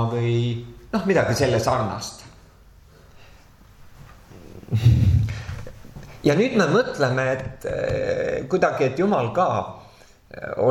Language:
Estonian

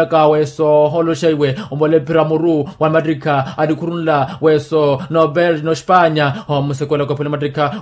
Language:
Makhuwa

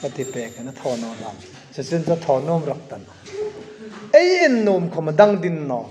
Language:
Hmar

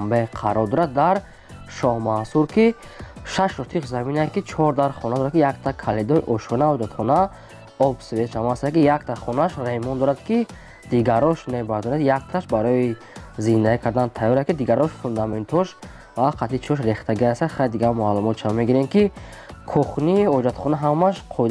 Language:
Tajik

